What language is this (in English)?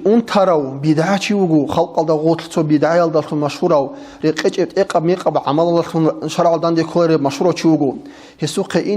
Avaric